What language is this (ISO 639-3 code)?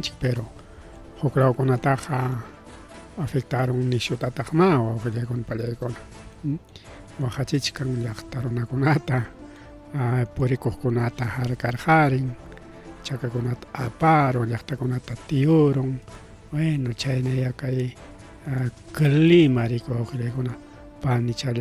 quy